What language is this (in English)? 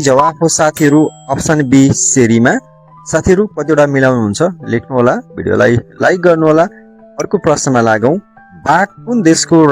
Nepali